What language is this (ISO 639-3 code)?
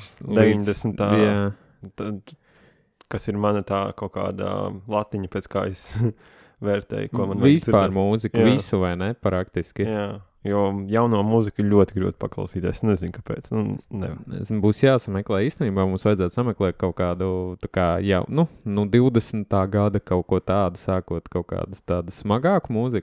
lav